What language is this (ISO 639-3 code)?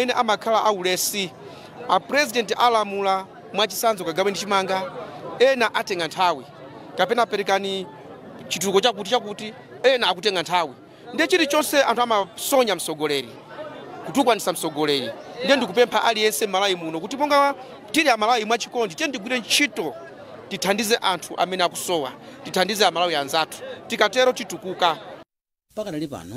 nya